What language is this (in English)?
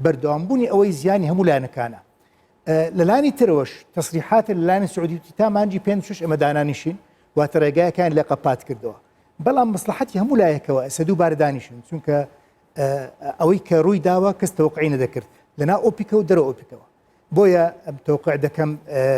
Central Kurdish